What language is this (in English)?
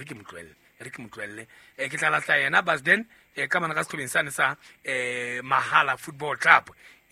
Southern Sotho